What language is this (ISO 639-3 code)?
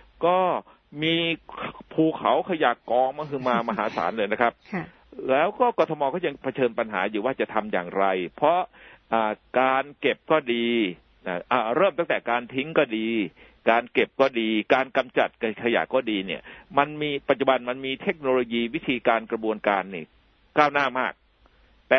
tha